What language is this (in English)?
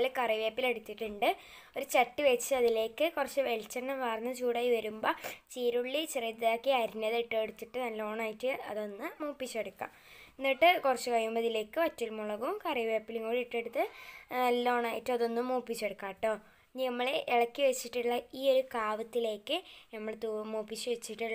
Malayalam